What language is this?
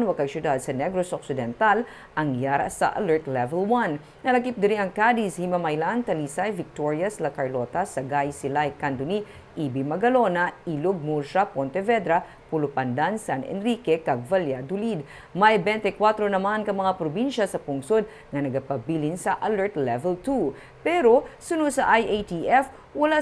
Hiligaynon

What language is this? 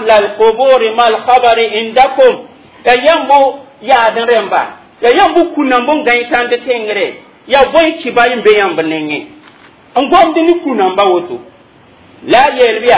Mossi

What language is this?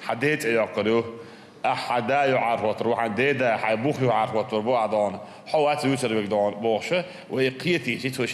Chechen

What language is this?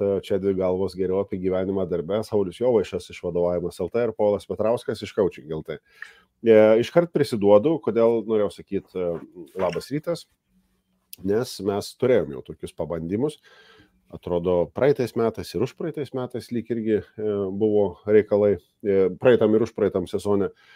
Lithuanian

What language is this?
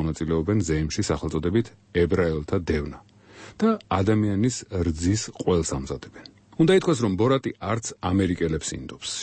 Georgian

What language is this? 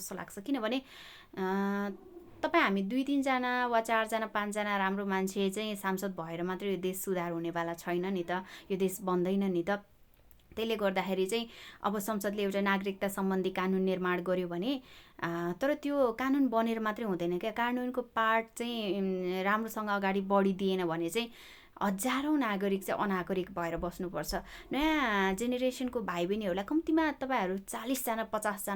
Nepali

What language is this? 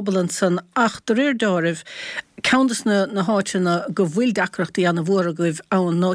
Irish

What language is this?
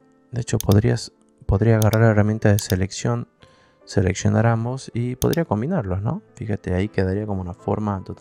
Spanish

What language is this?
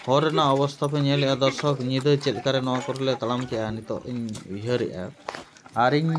Santali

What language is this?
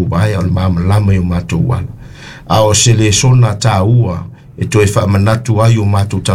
Samoan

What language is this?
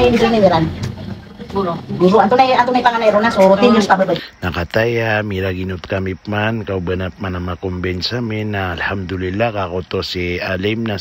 Maranao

